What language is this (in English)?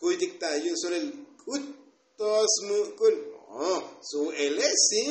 Tzotzil